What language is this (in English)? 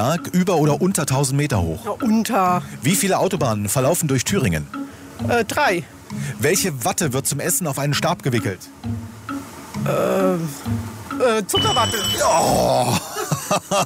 German